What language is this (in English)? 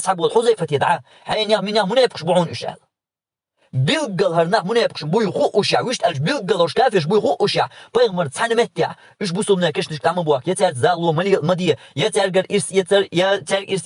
Chechen